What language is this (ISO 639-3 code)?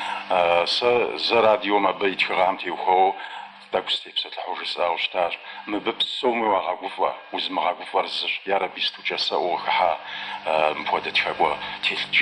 kbd